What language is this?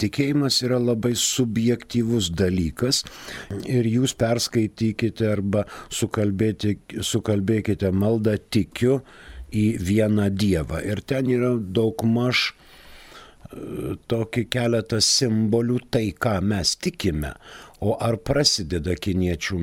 Lithuanian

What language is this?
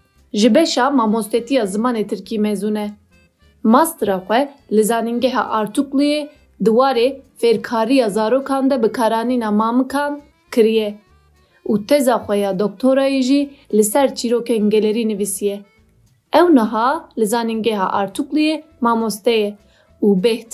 Kurdish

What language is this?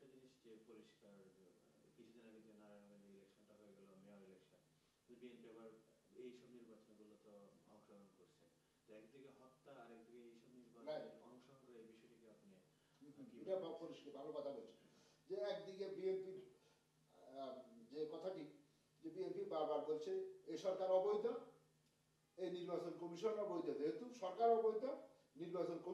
Bangla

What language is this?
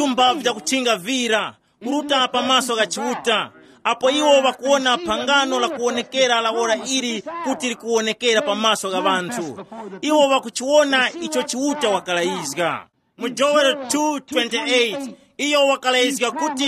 Tumbuka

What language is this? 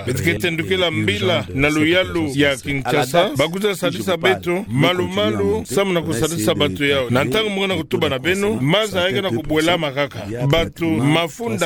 Kituba (Democratic Republic of Congo)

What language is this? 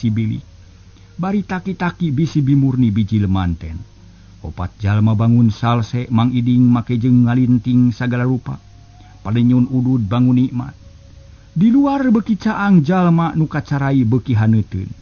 Sundanese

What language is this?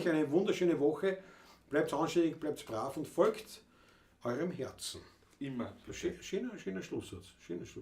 Bavarian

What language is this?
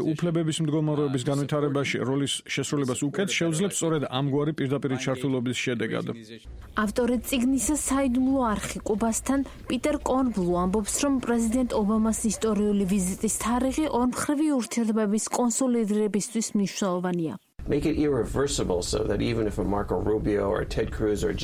Georgian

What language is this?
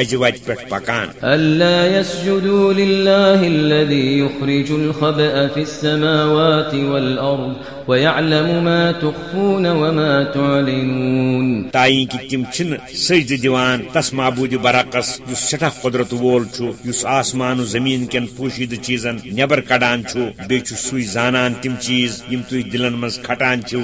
Kashmiri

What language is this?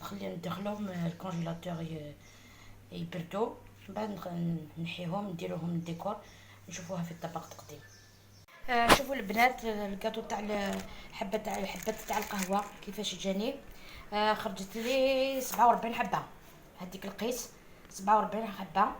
Algerian Arabic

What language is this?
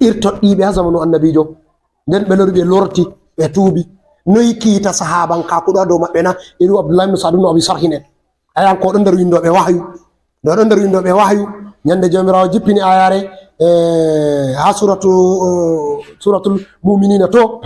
Fula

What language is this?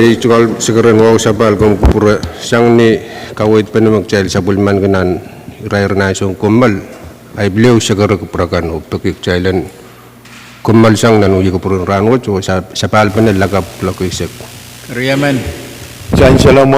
Pohnpeian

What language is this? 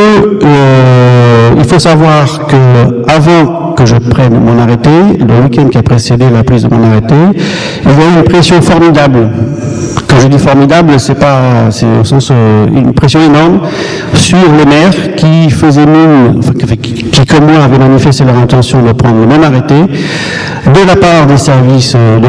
French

